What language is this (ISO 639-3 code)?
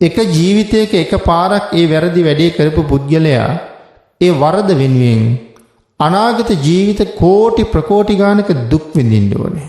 sin